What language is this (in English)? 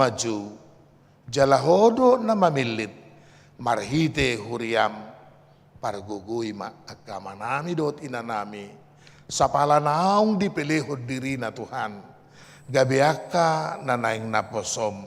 Batak Toba